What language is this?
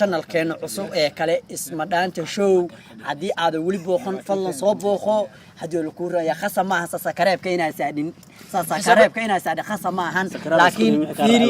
Somali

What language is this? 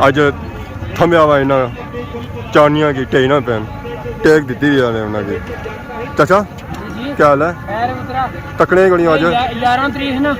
Pahari-Potwari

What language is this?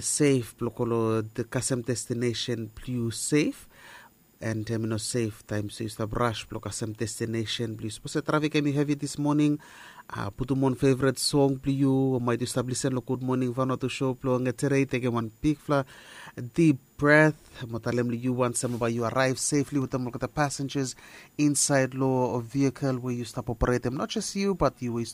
Bislama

